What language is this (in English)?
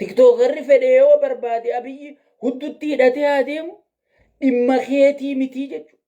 Oromo